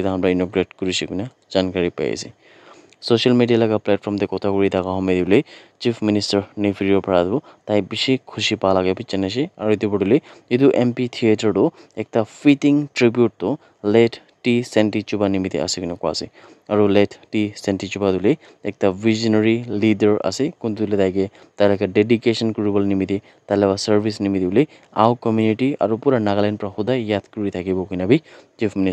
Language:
Naga Pidgin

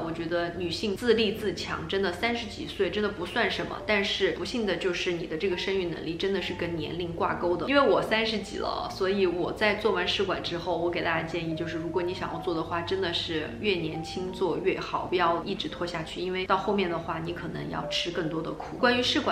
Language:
Chinese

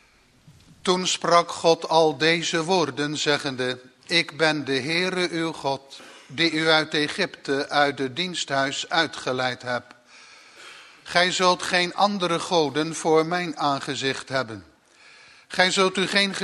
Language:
Dutch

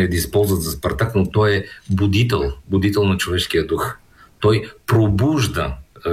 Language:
Bulgarian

